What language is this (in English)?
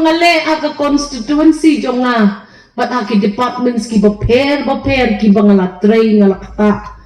Khasi